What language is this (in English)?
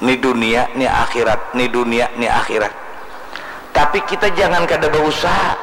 Banjar